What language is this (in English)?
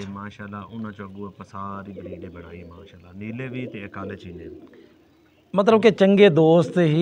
Punjabi